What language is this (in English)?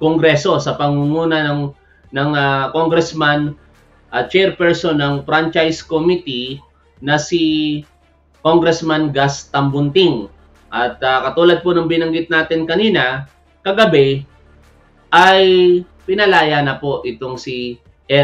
Filipino